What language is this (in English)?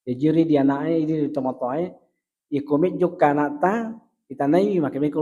Buginese